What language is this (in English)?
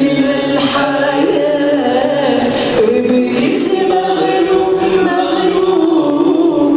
Mesopotamian Arabic